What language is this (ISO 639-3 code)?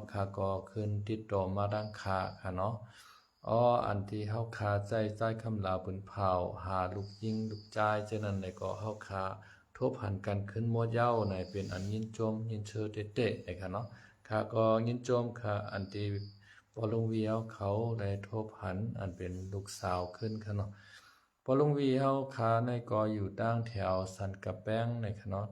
shn